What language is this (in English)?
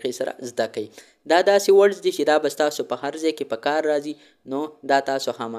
Pashto